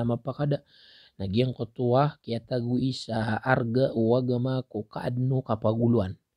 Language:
Maranao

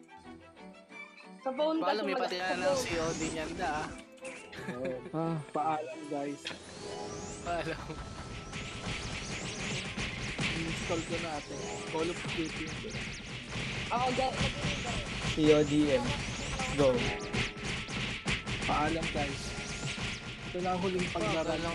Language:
Filipino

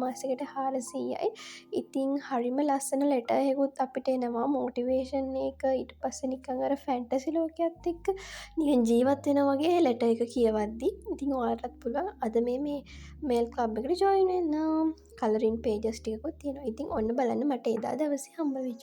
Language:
Sinhala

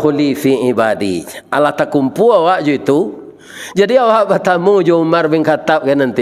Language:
Minangkabau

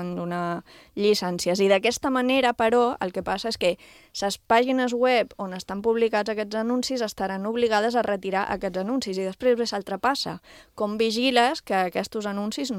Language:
Catalan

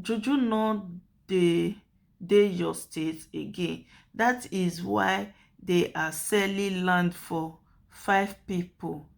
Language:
Nigerian Pidgin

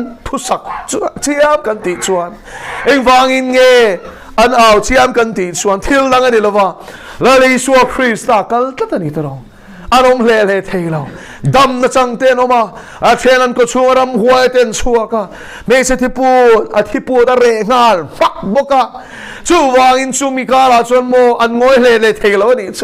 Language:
Mizo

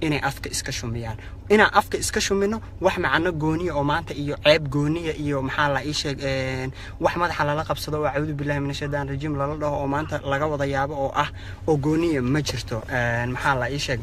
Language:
Somali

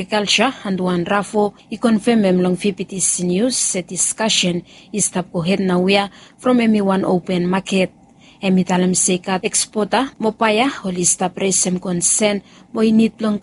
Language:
Bislama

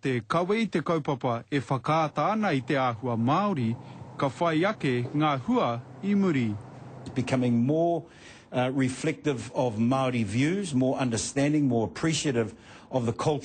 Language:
Māori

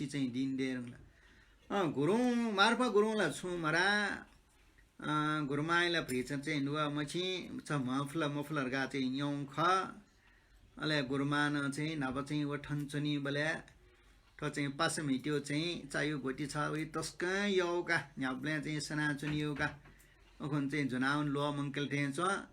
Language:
Newari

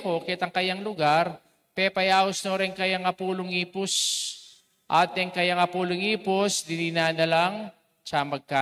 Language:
Pampanga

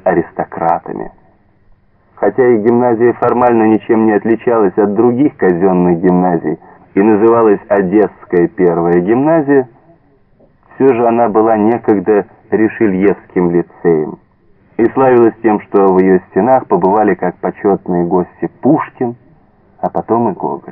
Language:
Russian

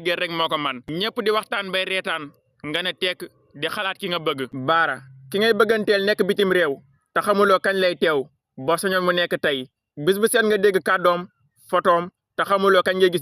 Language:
Wolof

